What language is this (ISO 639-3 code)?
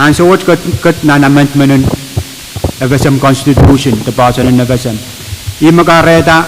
pon